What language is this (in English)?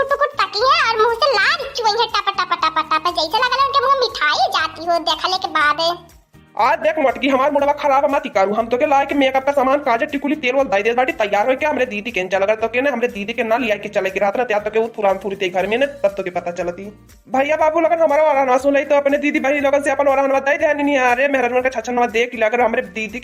Awadhi